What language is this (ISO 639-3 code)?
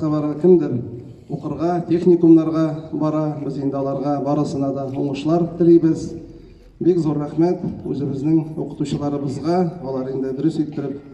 tat